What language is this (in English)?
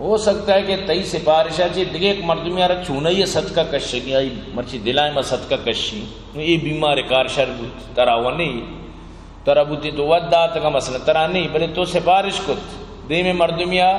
Eastern Balochi